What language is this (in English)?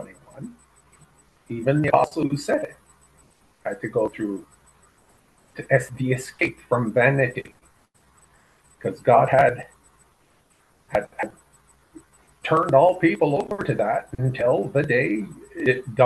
English